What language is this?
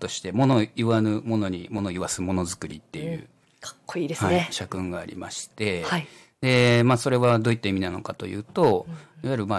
Japanese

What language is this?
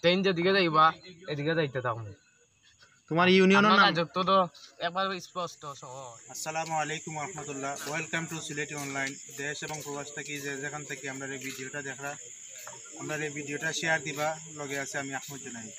Sylheti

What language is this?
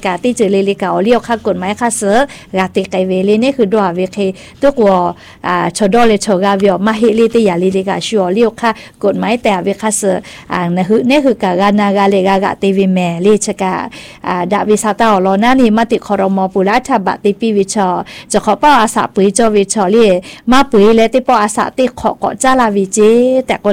Thai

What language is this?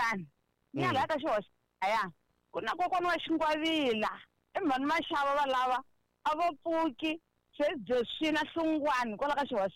Tsonga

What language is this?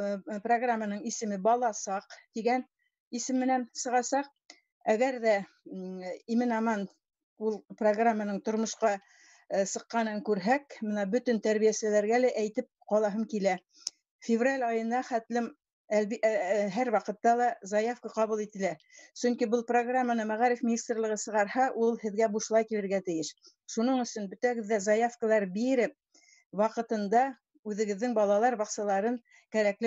Bashkir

